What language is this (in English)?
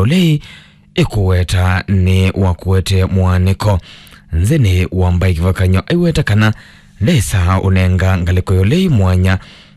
Kamba